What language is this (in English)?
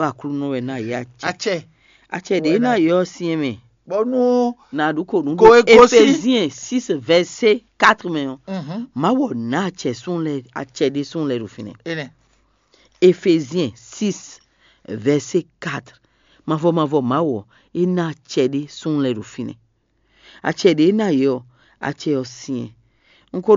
Fon